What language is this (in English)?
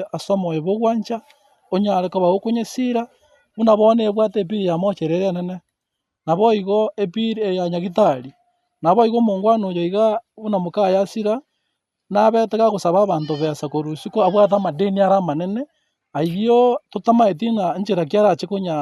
Gusii